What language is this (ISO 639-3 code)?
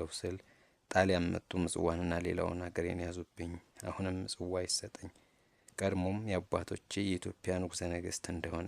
amh